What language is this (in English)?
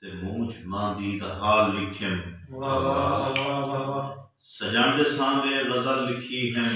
Saraiki